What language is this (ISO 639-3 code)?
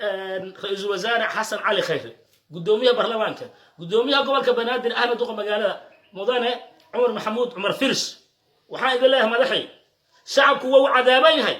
som